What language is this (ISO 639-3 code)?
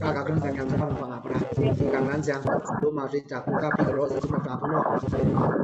blk